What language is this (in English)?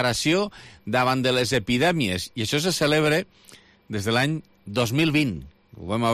Catalan